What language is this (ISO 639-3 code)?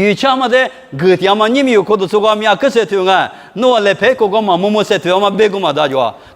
lis